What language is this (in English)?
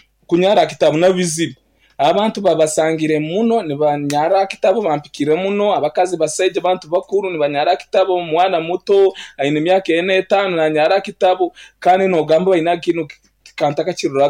Nyankole